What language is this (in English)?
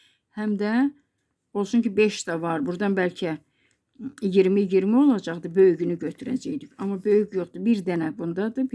Azerbaijani